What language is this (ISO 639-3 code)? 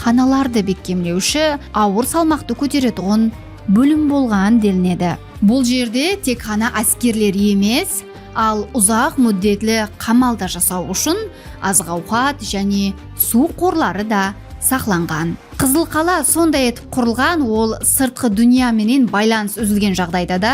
kaa